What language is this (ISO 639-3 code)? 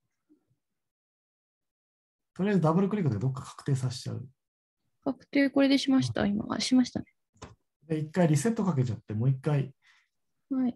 jpn